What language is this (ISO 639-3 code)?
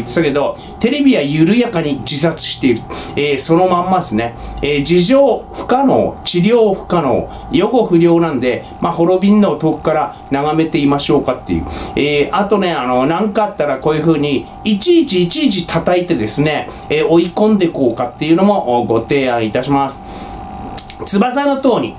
jpn